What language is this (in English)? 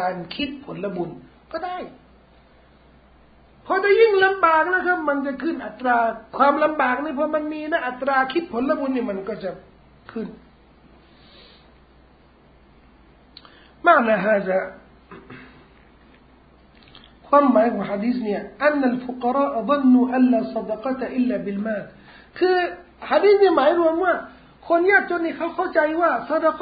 Thai